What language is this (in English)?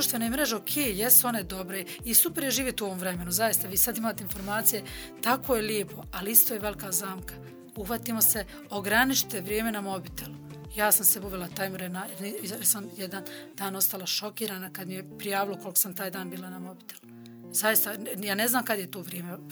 Bosnian